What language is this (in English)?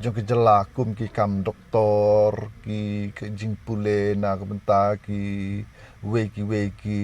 Khasi